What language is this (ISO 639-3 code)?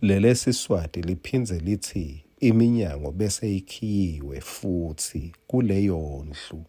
ssw